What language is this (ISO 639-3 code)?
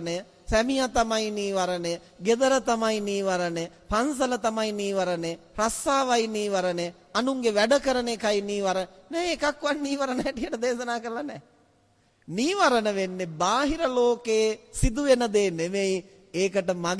sin